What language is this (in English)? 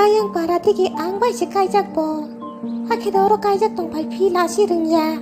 Kok Borok